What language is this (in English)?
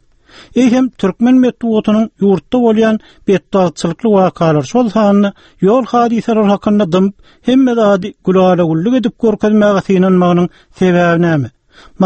Turkmen